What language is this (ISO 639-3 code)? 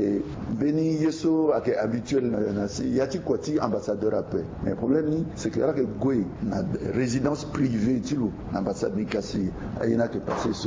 sag